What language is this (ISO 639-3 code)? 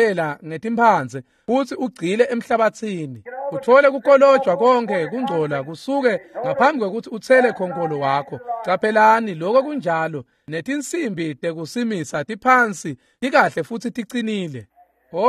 ssw